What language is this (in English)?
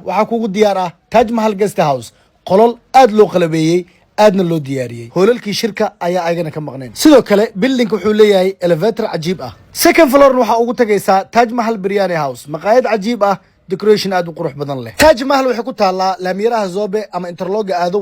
Somali